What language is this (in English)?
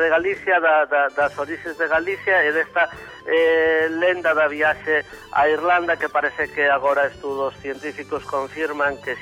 Galician